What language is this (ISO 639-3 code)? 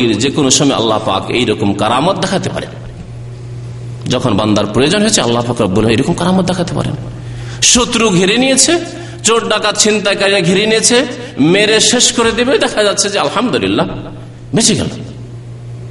ben